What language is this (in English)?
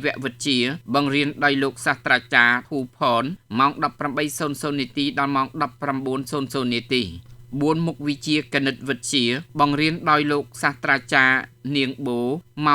Khmer